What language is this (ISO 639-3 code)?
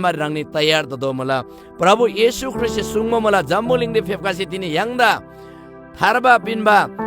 taj